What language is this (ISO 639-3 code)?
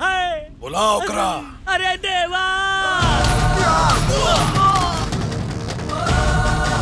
bho